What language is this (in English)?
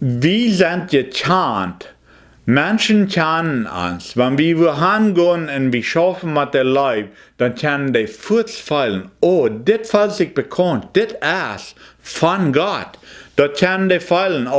Plautdietsch